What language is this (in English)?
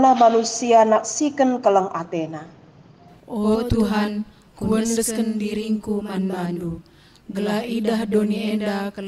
Batak Karo